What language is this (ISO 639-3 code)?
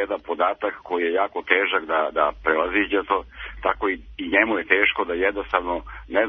srp